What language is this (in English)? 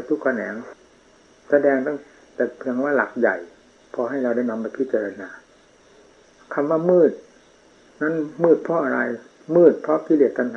Thai